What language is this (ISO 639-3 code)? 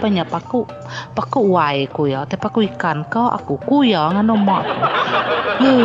iba